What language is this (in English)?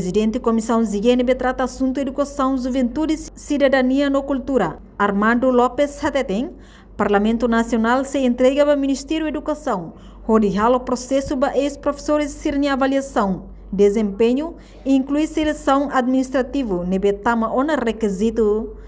Tetum